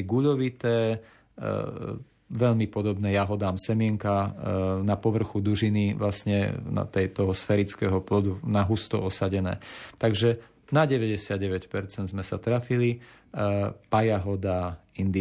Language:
Slovak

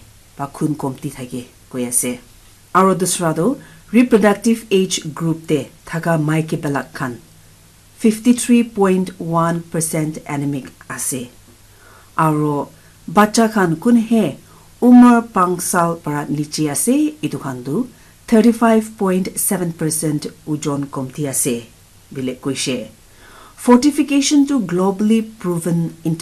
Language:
Naga Pidgin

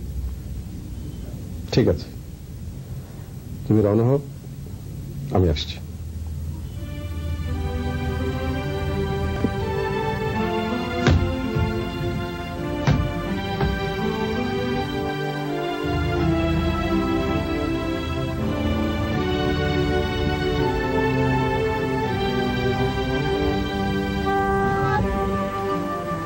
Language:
Bangla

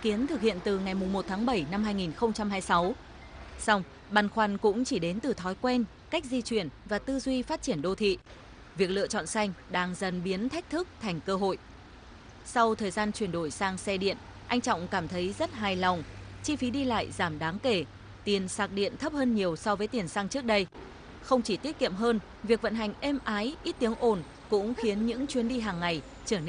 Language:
Vietnamese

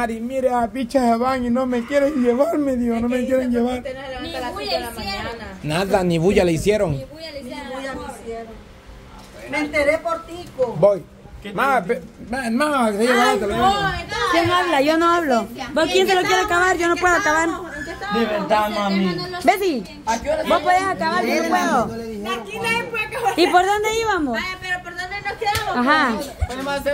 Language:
Spanish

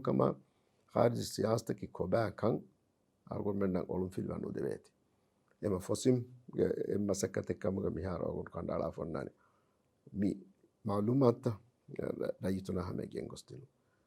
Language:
Divehi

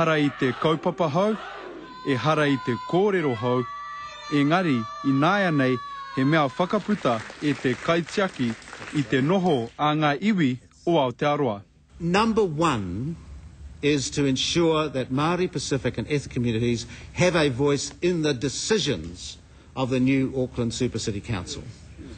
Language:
Māori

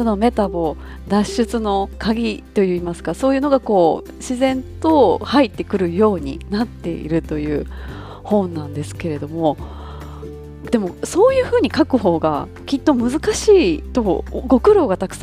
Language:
Japanese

